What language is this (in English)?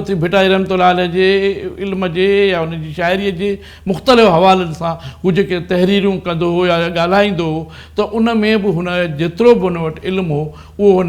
Sindhi